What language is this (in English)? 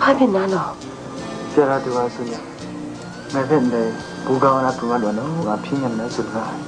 Kachin